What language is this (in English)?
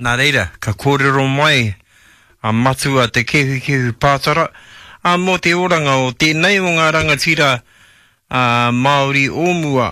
Māori